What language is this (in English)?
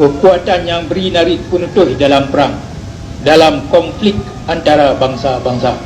Achinese